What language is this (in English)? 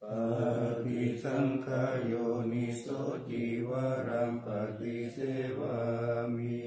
Pali